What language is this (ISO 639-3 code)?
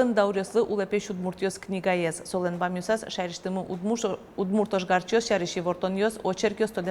udm